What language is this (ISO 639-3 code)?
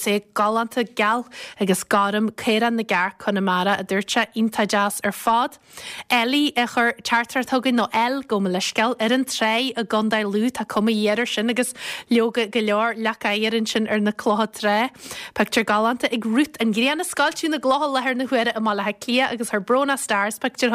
gle